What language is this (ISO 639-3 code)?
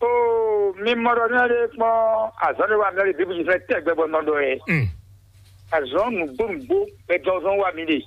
fon